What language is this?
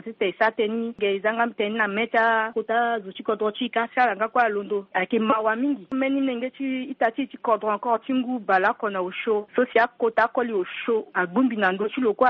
Sango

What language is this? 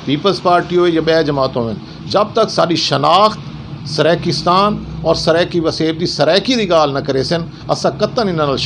Saraiki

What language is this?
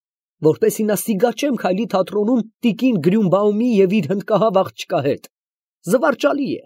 Armenian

